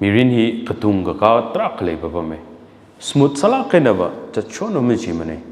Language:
Tangkhul Naga (India)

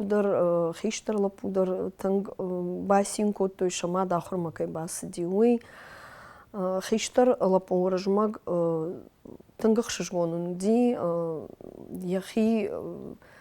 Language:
Ossetic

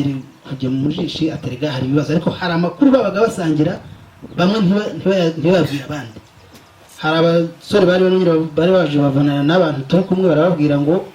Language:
Kinyarwanda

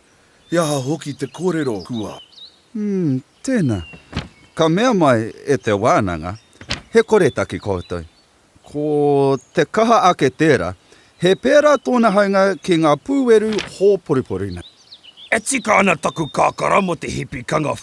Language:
Māori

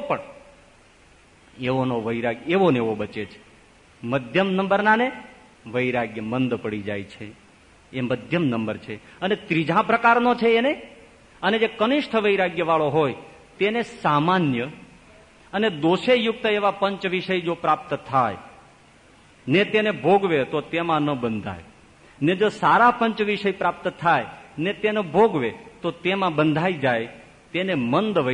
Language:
Gujarati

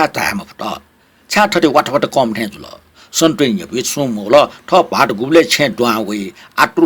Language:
Newari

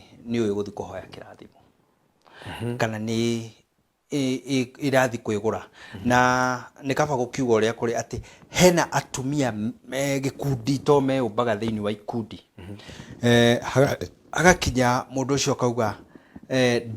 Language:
Kikuyu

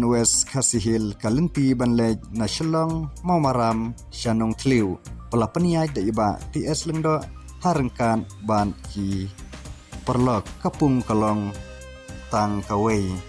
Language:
Khasi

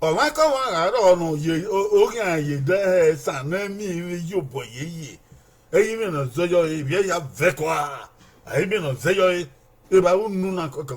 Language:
Bini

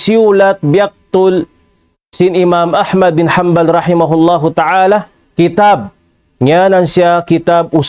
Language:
Tausug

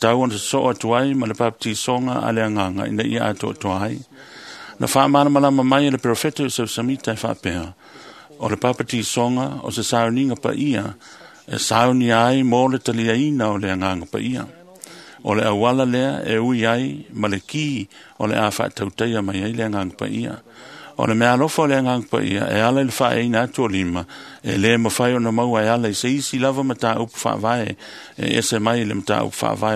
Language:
Samoan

